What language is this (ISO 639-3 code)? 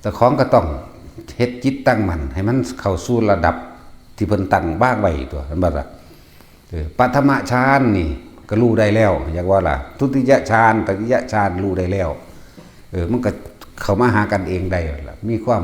tts